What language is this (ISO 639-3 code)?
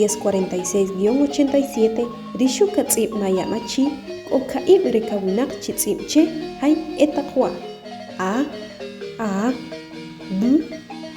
acr